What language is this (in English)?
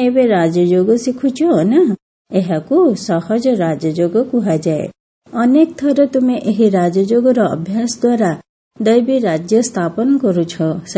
Odia